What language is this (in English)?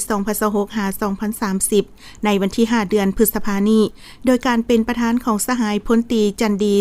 Lao